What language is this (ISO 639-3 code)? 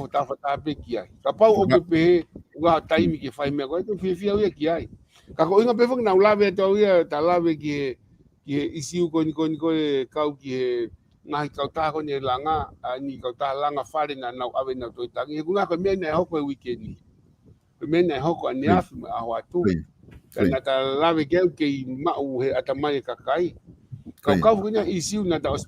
ton